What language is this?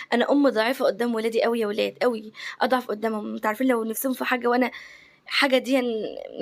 Egyptian Arabic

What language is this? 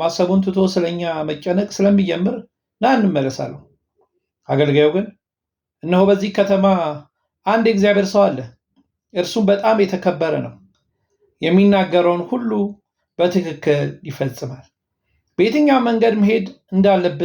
Amharic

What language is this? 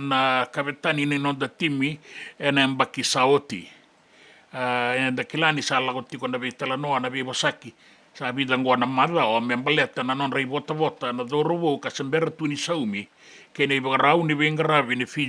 Fijian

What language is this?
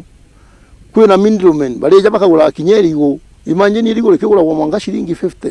Meru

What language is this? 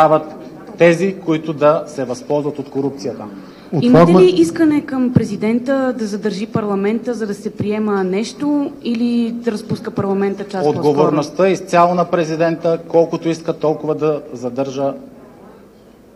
Bulgarian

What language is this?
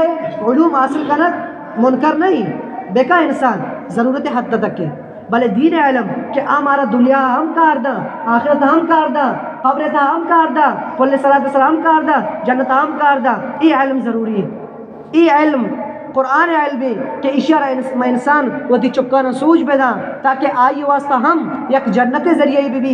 Eastern Balochi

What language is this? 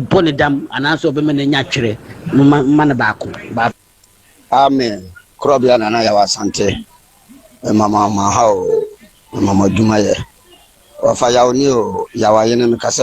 Akan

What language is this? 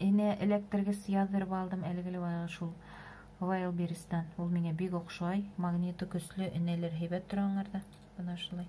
Bashkir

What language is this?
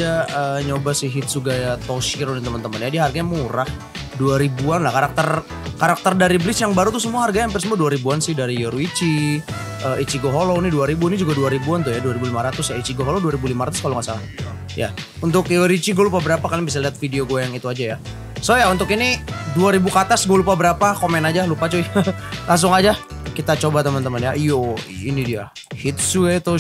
Indonesian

